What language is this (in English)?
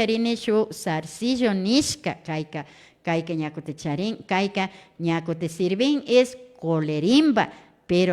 Imbabura Highland Quichua